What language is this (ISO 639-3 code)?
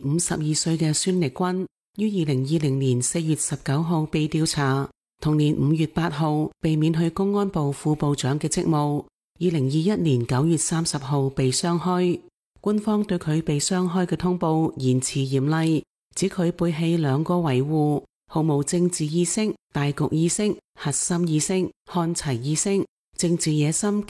yue